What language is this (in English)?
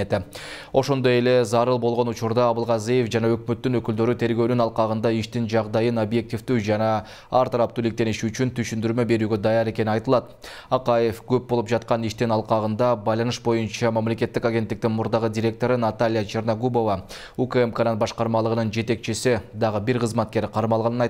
Kyrgyz